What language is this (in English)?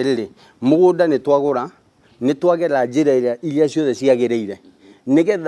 Kikuyu